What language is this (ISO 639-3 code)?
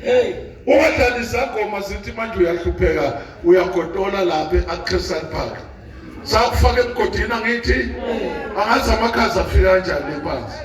zul